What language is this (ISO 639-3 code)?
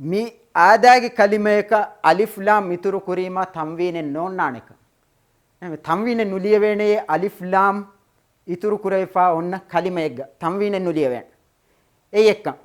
div